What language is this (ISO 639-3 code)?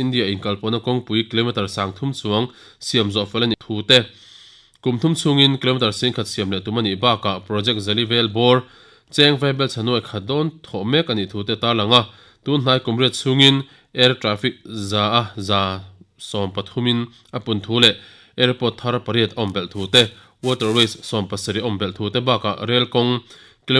lus